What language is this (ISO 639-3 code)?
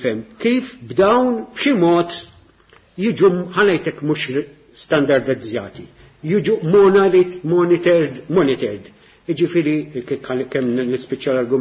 mlt